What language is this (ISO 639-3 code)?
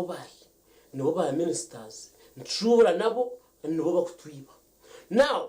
nyn